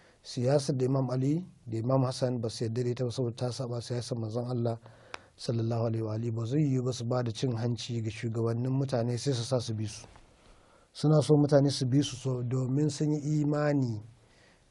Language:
Hausa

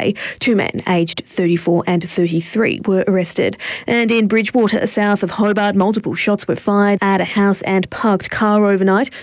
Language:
English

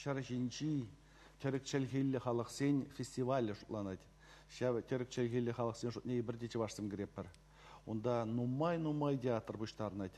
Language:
Chuvash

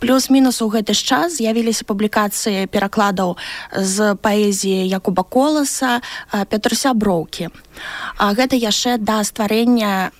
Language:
Belarusian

